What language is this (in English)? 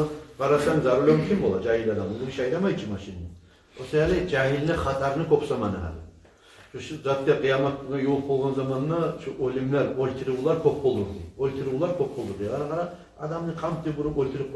Kumyk